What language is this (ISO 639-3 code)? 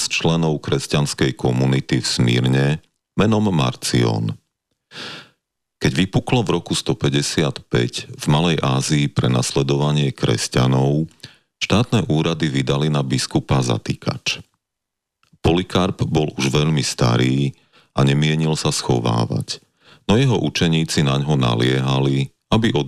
slk